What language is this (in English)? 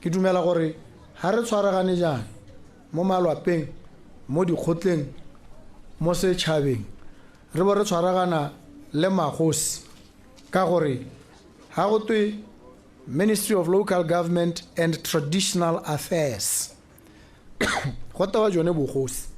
Tswana